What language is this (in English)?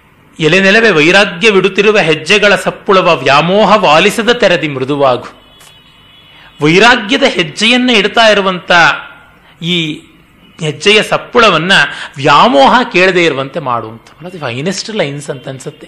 Kannada